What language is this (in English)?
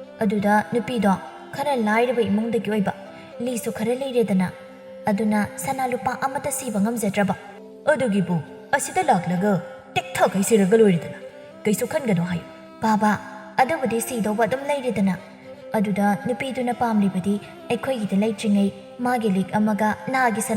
Manipuri